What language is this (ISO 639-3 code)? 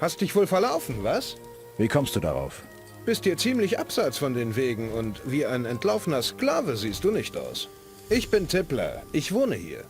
bar